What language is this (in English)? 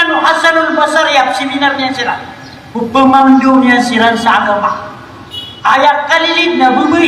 Maranao